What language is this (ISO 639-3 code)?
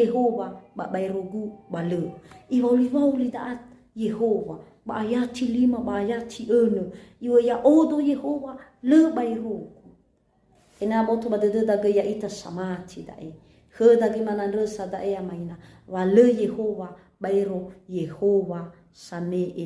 nia